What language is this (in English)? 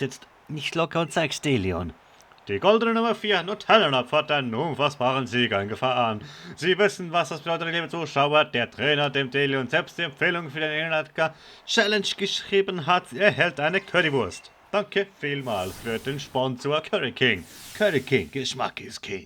Swiss German